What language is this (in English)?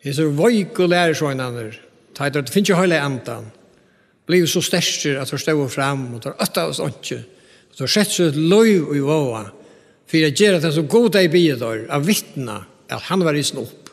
Faroese